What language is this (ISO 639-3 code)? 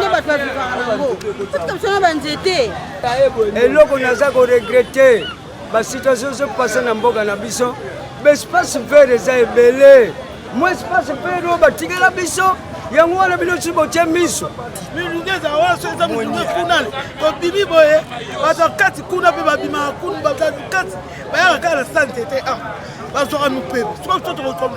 lin